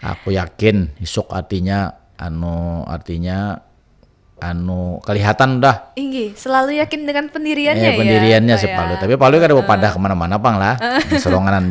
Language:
Banjar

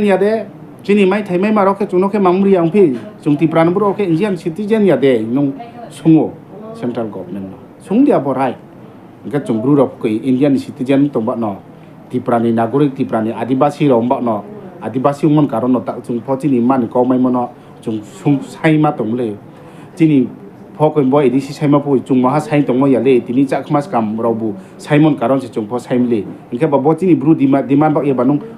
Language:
Riang (India)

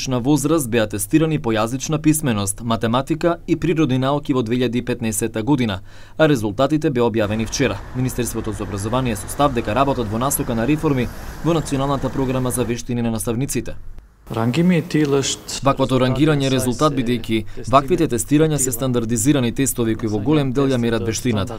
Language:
Macedonian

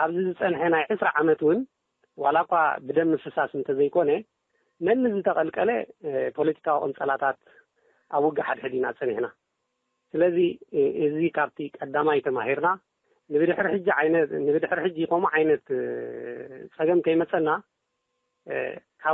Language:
Tigrinya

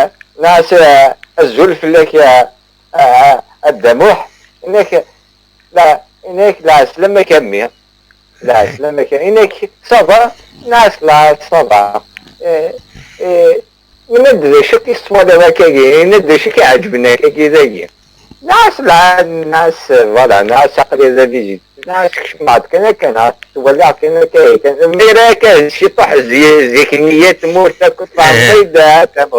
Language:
Kabyle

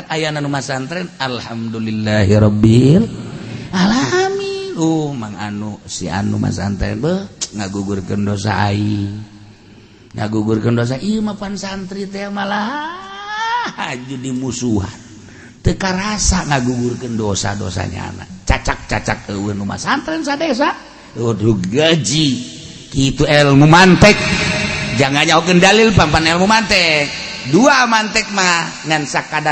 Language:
Sundanese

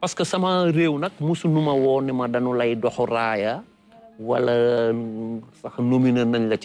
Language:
Wolof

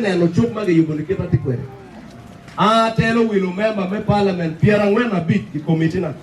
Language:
Acoli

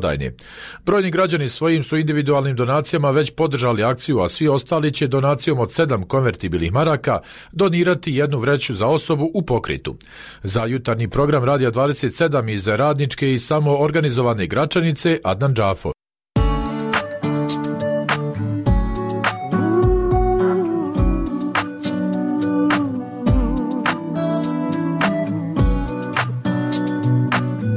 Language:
Bosnian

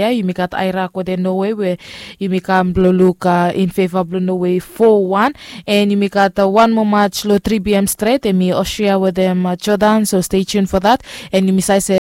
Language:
Bislama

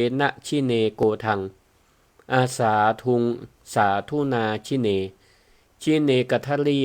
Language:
Northern Thai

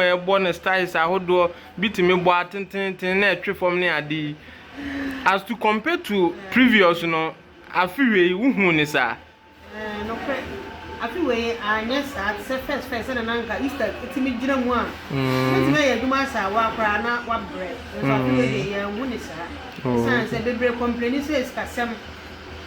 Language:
Akan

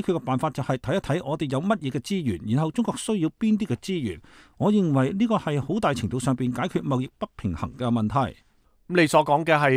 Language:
Cantonese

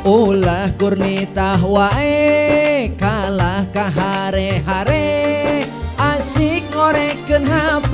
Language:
Sundanese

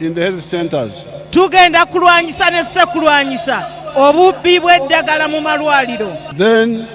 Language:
Ganda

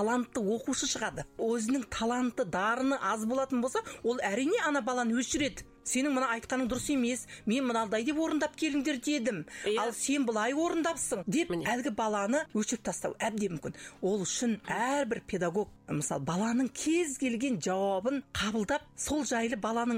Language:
Kazakh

